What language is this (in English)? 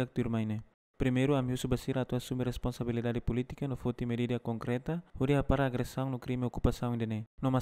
Tetum